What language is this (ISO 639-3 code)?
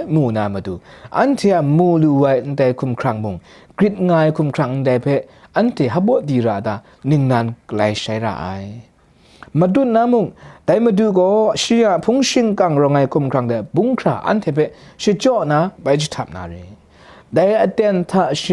kac